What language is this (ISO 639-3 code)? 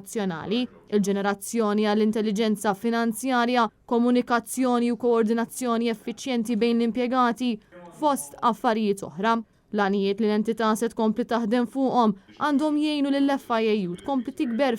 mlt